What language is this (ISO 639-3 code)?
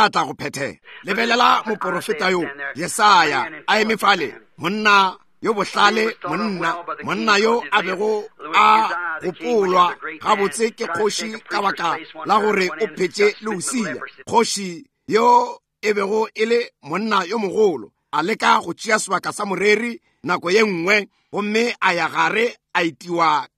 nso